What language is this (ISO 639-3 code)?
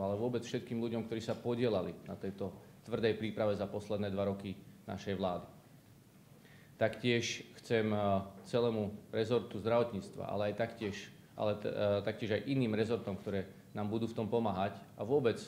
slk